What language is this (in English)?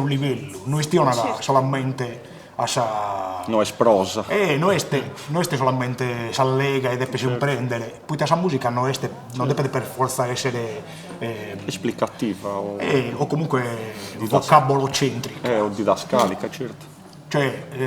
Sardinian